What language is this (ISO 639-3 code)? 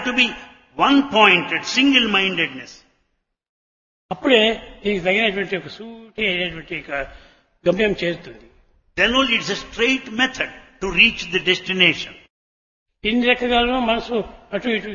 tel